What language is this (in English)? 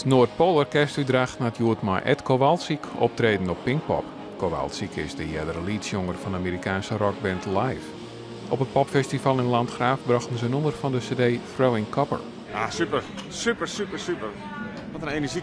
Western Frisian